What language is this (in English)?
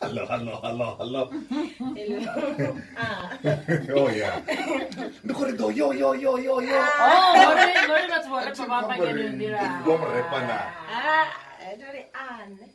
Venda